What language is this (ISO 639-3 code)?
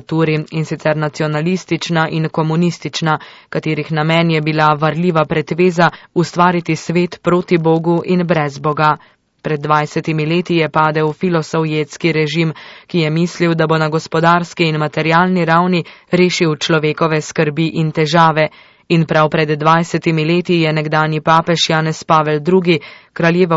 slv